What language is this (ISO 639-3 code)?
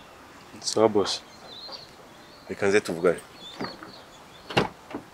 kin